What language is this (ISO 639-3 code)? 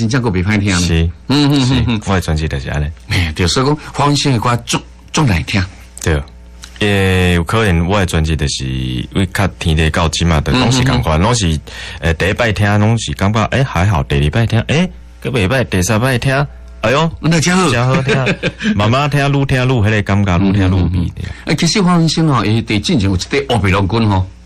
nan